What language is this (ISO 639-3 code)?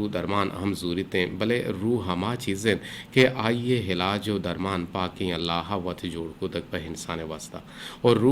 bgp